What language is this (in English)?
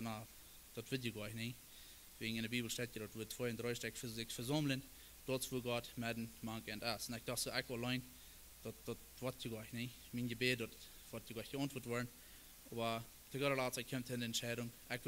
Plautdietsch